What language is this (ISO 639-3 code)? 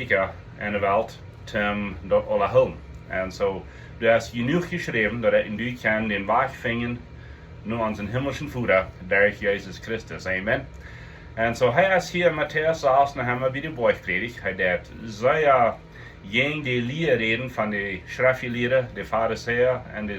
pdt